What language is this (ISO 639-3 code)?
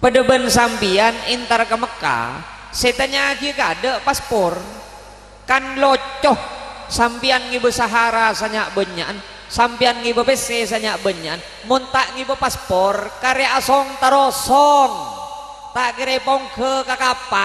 mad